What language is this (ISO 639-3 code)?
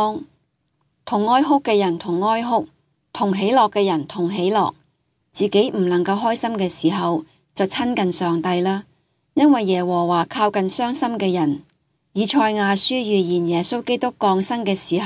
yue